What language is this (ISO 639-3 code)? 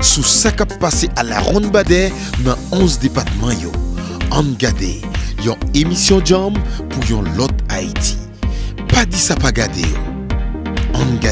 hat